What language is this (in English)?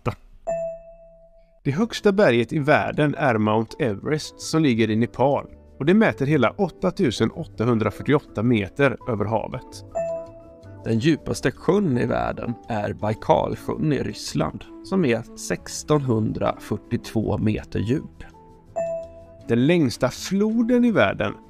Swedish